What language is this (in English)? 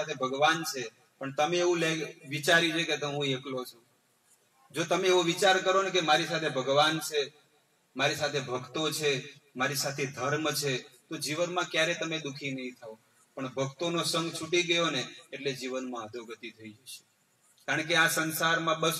Gujarati